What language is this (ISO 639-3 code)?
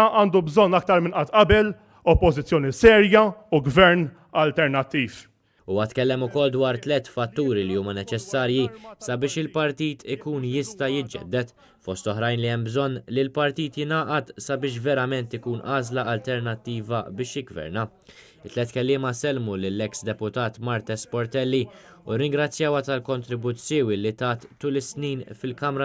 mlt